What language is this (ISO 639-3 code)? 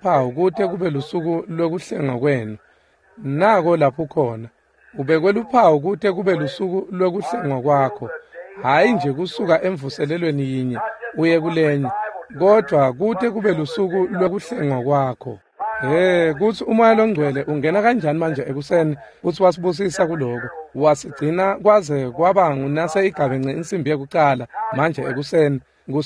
ssw